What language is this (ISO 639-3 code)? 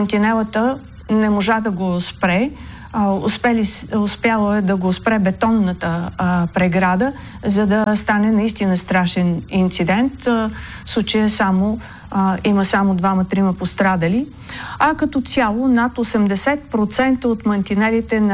bul